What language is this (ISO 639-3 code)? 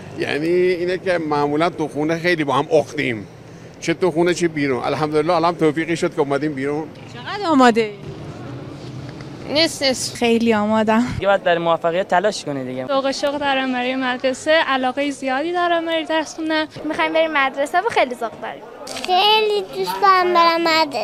fas